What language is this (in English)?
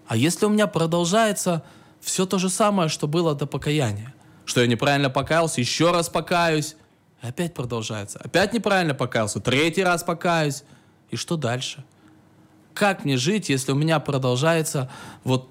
Russian